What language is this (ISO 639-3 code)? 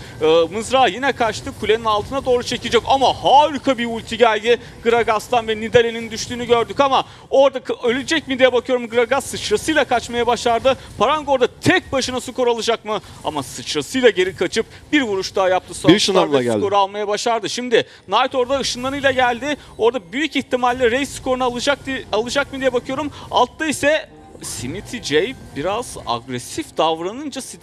tur